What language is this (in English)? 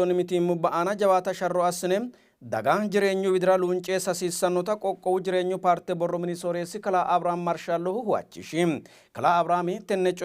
Sidamo